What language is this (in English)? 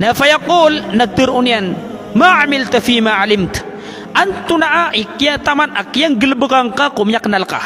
Maranao